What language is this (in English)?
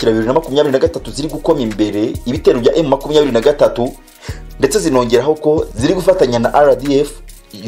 Kinyarwanda